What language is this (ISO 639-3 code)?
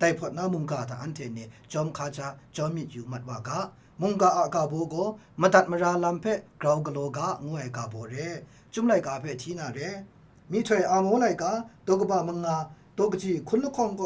kac